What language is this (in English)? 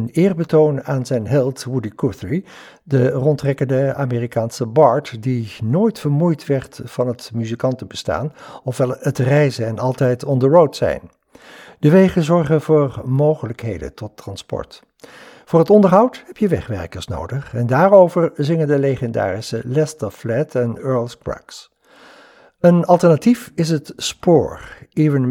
Dutch